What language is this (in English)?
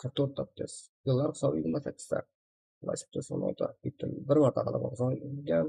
Kara-Kalpak